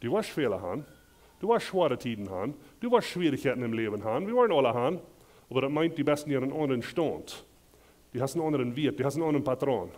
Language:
Plautdietsch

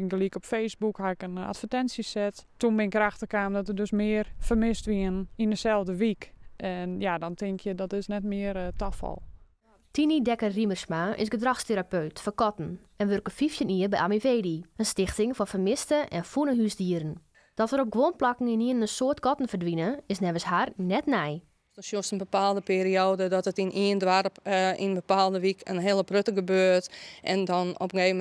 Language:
Western Frisian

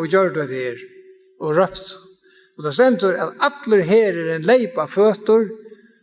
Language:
Faroese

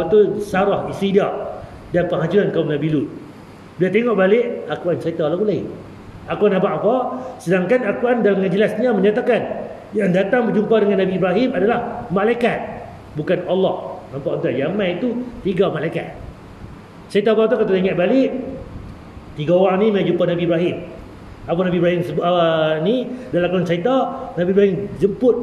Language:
Malay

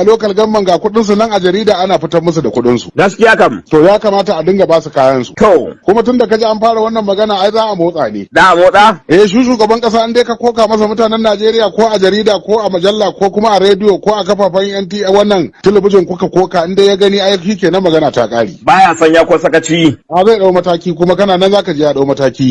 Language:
Hausa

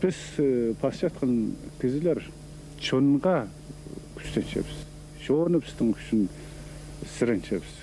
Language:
Khakas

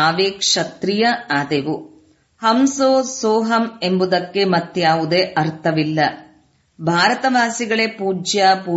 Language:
Kannada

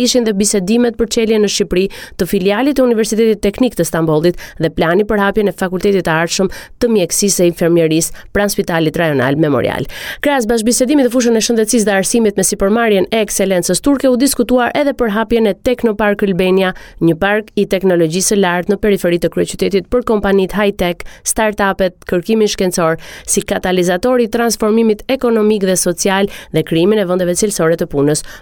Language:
Albanian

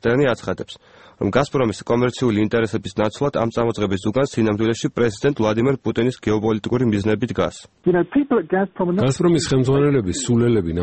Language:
Georgian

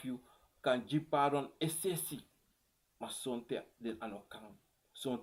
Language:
Sranan Tongo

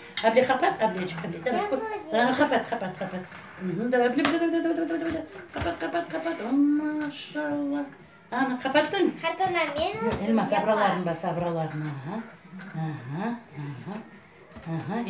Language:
Crimean Tatar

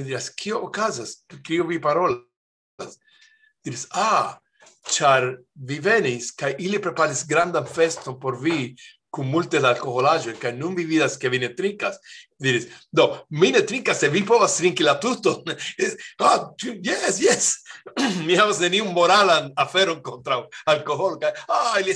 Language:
Esperanto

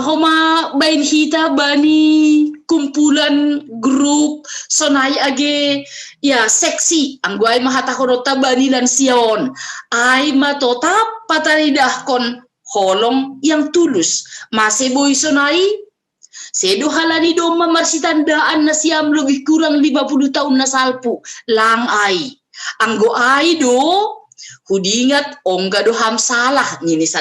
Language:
Batak Simalungun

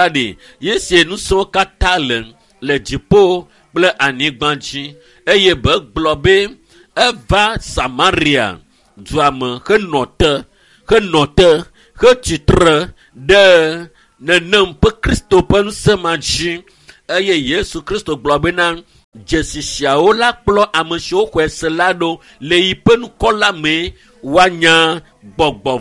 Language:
Ewe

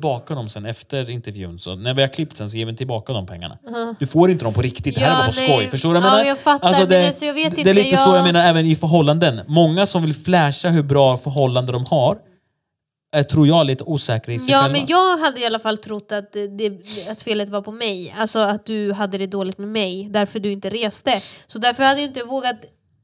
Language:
Swedish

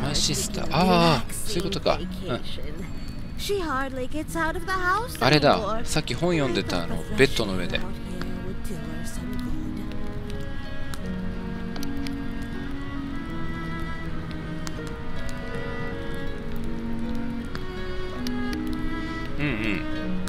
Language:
Japanese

